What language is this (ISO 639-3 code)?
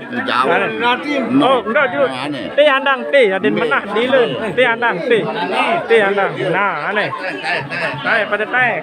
sas